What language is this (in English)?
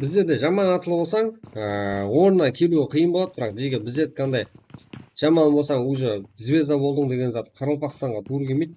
Kara-Kalpak